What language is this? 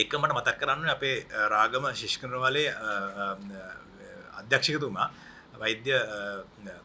Sinhala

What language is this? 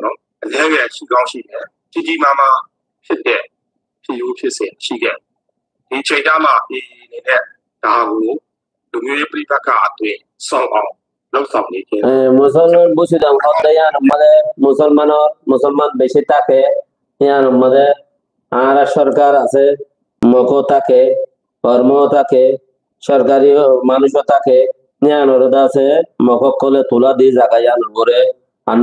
Rohingya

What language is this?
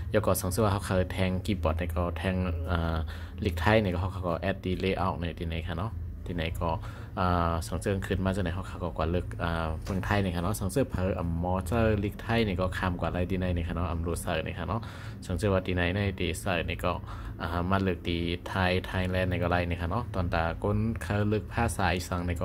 Shan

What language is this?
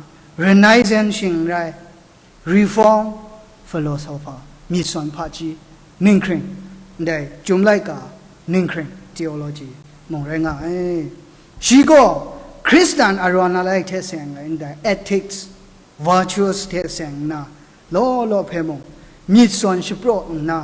Kachin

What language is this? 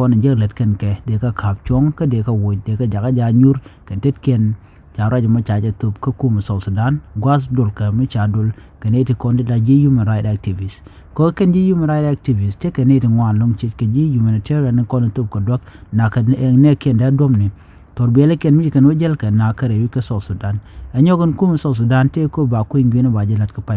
Nuer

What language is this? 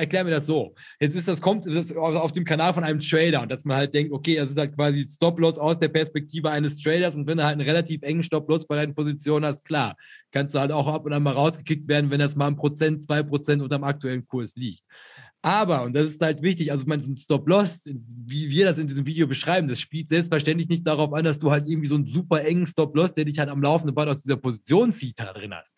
German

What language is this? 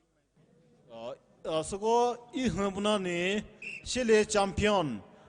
Poumei Naga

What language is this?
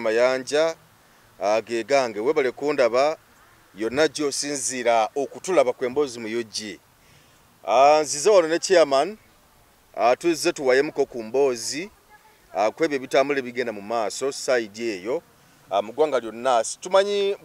Ganda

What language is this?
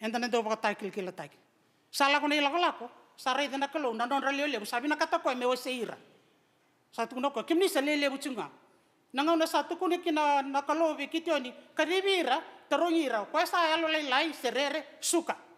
Fijian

